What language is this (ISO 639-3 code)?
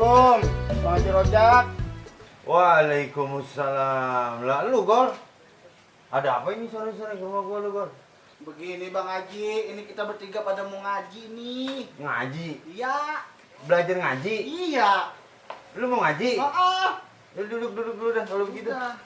bew